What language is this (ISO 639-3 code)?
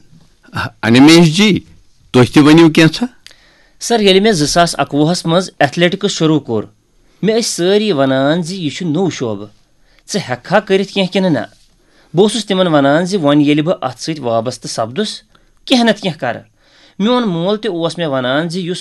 kas